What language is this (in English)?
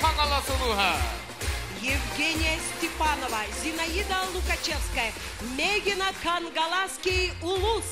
Yakut